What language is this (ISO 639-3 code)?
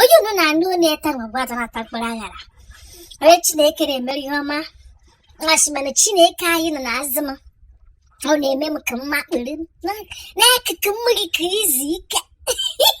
ibo